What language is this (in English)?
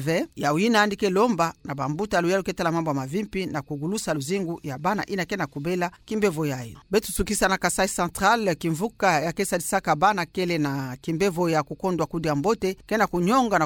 Kituba (Democratic Republic of Congo)